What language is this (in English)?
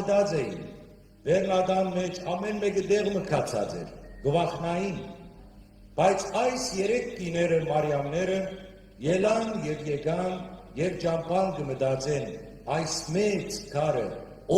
Western Armenian